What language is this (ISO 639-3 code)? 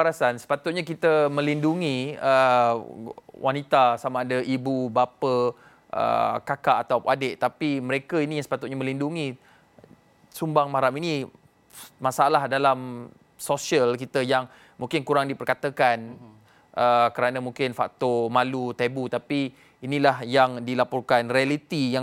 msa